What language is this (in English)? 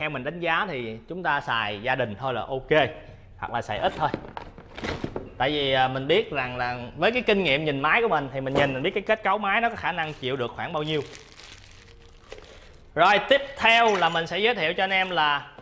Vietnamese